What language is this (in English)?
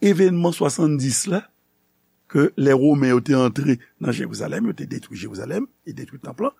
Haitian Creole